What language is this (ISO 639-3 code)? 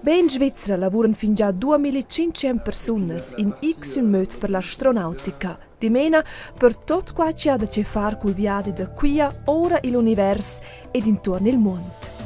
roh